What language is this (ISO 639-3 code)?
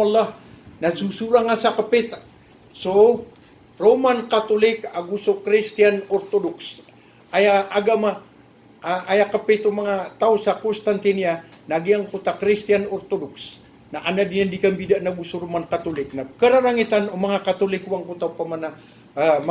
mrw